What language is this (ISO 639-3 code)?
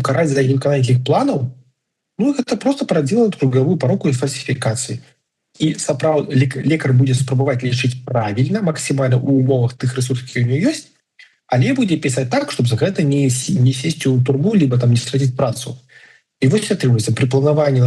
bel